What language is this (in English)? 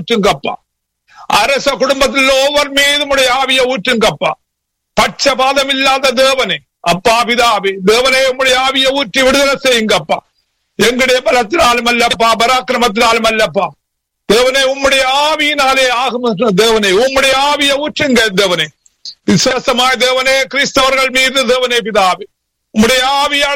Tamil